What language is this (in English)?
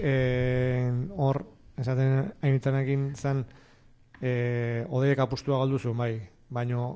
Basque